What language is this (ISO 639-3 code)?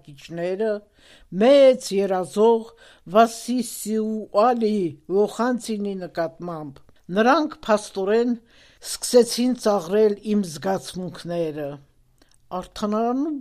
hye